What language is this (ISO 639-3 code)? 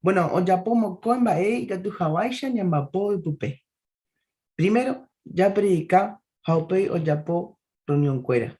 grn